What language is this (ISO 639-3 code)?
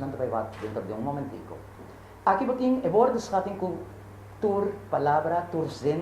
pap